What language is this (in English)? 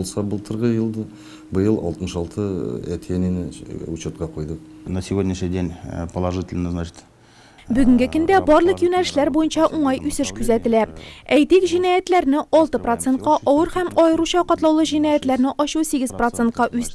Tatar